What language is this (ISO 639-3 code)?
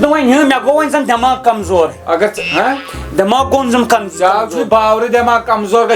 kas